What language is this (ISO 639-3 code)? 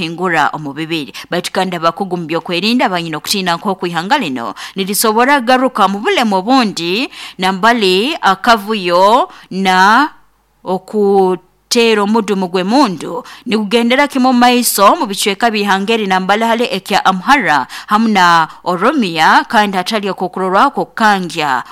nyo